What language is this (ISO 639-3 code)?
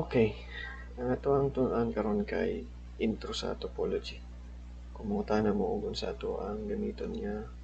ceb